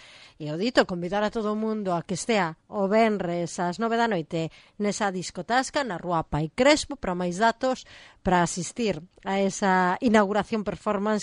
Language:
Galician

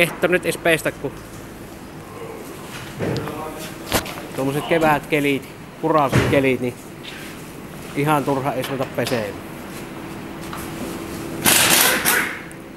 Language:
Finnish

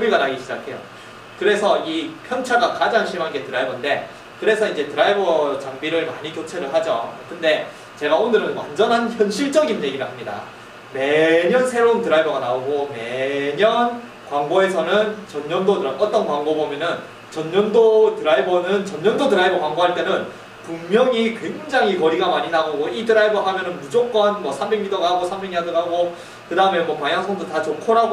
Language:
Korean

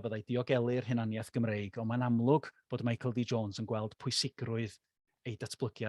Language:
Welsh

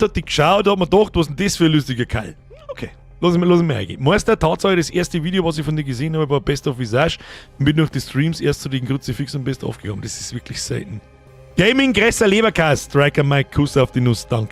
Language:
Bavarian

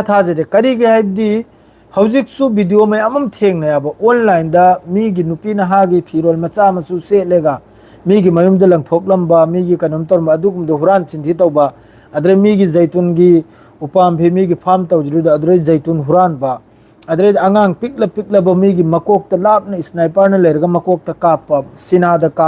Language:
Manipuri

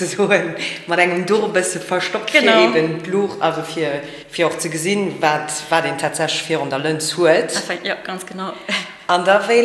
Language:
Luxembourgish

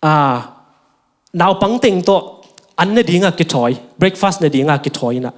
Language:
Tedim Chin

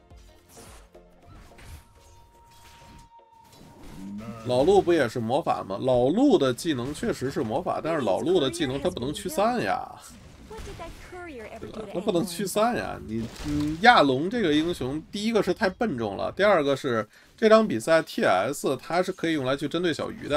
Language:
Chinese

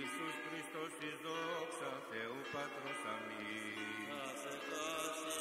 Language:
Greek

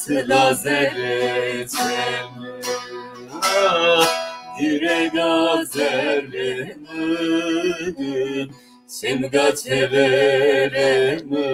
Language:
Zaza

